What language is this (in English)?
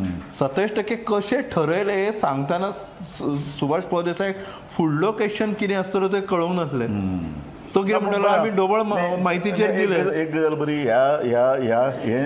Konkani